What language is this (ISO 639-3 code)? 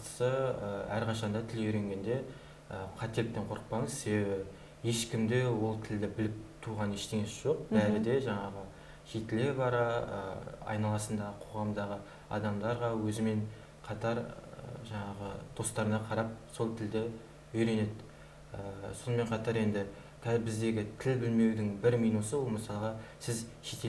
kaz